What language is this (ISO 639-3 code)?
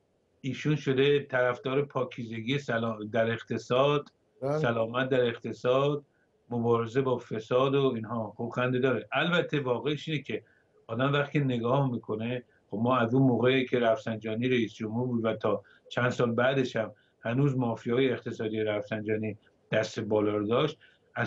fas